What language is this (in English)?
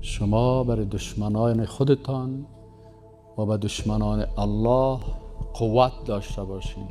Persian